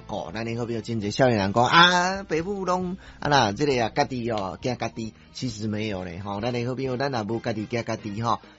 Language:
Min Nan Chinese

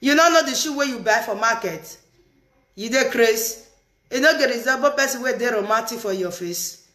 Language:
Nigerian Pidgin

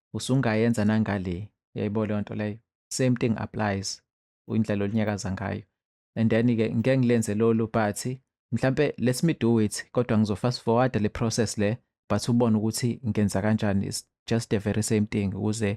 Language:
Zulu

